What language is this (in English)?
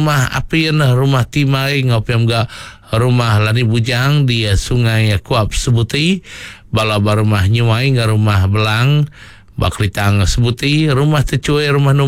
Iban